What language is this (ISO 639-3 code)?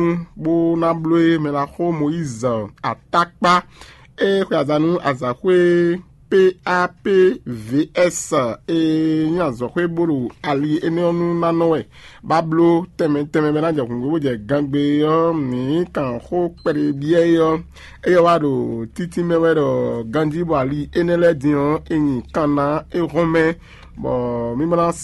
fon